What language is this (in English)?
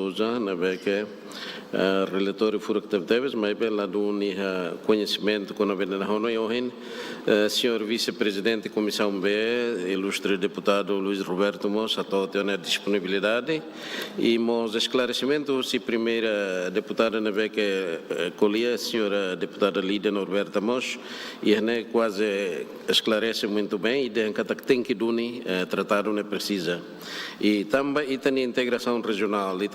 Tetum